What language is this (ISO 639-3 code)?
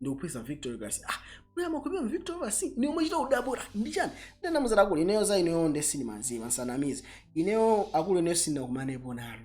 nya